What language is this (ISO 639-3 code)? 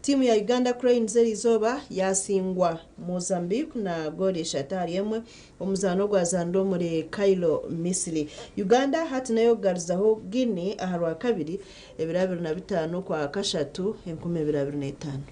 nyn